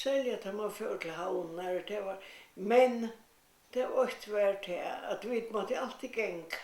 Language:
Faroese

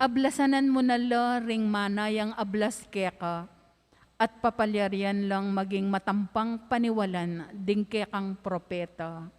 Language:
Pampanga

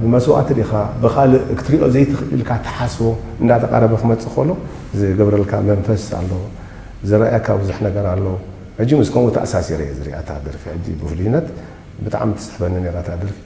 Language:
Tigrinya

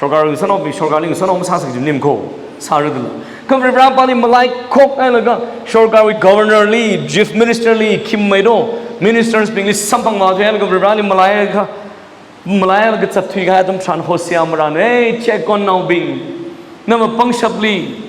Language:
Tangkhul Naga (India)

